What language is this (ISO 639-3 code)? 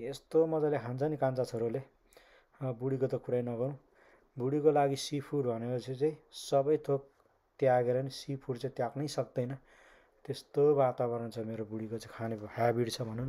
nep